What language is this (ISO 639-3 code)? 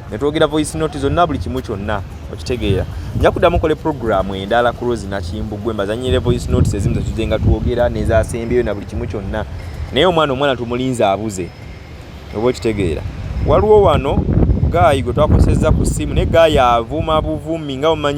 lug